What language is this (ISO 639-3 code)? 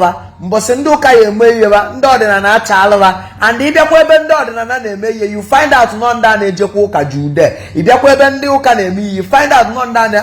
ibo